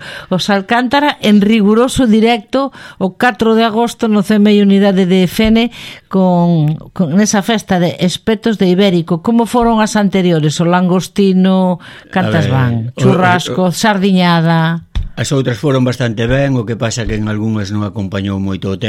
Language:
Galician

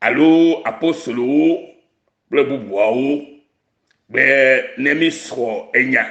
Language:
Ewe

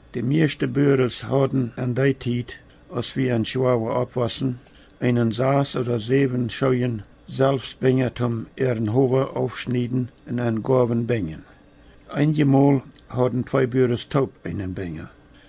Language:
Plautdietsch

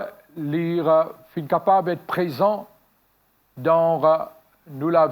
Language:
Morisyen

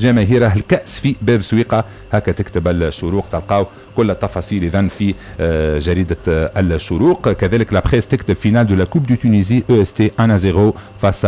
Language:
Tunisian Arabic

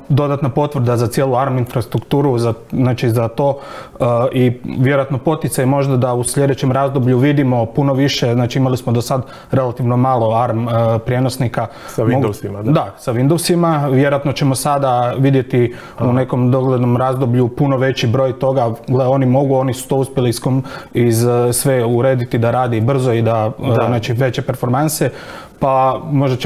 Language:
Croatian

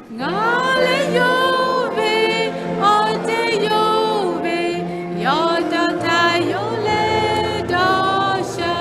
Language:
Lahu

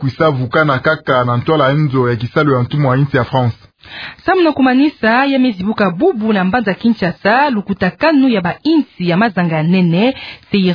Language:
Kituba (Democratic Republic of Congo)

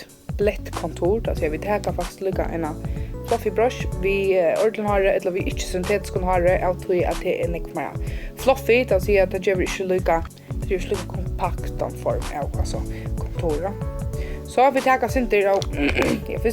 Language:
Faroese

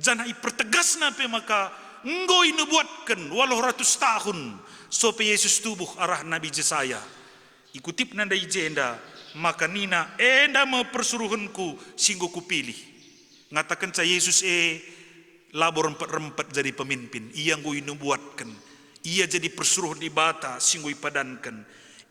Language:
Batak Karo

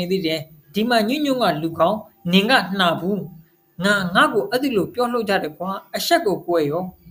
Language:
Burmese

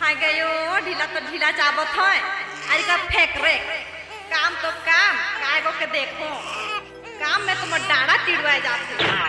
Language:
Sadri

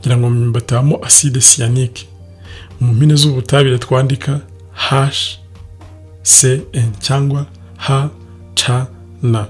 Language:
Kinyarwanda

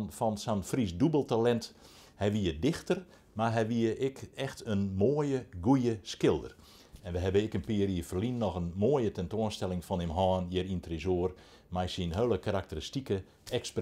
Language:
Western Frisian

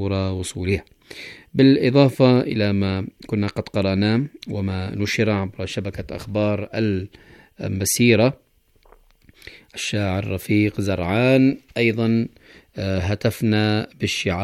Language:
Arabic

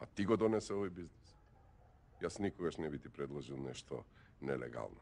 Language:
Macedonian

